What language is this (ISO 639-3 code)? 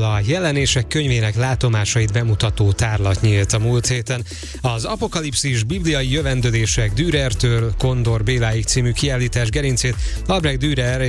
hun